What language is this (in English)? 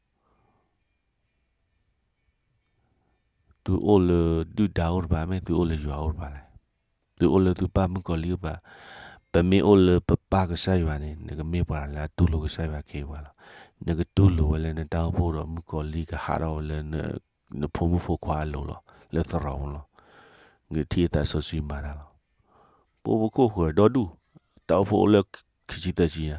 S'gaw Karen